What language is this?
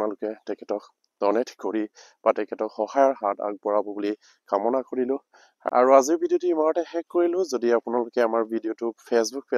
Assamese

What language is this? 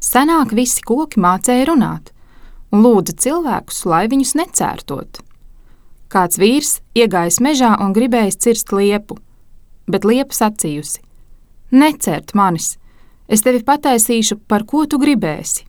Latvian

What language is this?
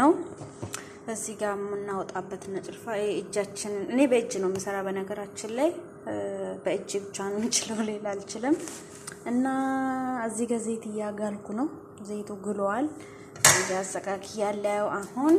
Amharic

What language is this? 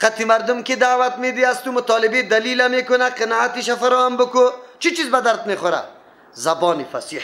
Persian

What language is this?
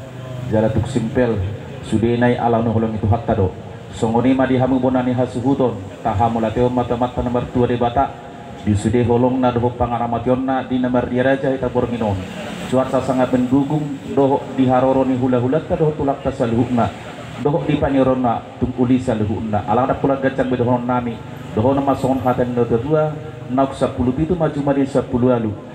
Batak Toba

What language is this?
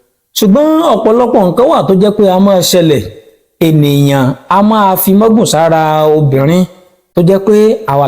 Yoruba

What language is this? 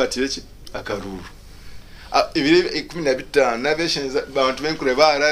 Nyankole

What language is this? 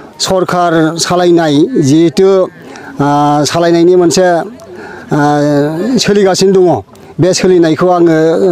Bodo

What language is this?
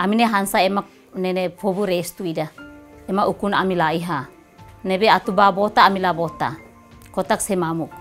Tetum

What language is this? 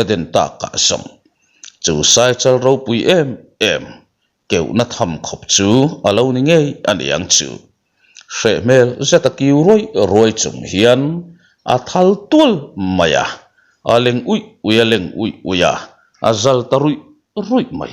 Mizo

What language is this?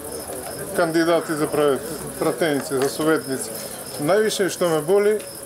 Macedonian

